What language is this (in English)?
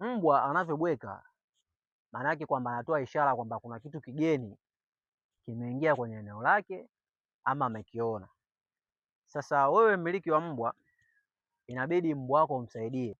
Swahili